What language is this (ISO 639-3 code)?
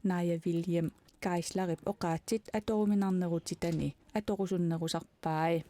kal